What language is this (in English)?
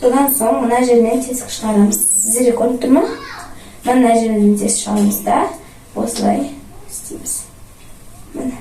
Kazakh